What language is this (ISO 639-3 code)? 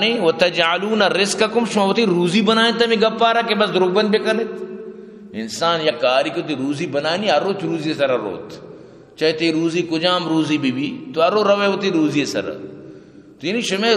bgp